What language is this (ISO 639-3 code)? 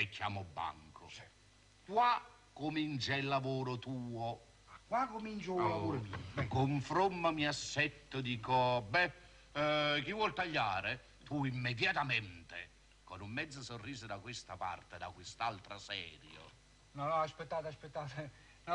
nap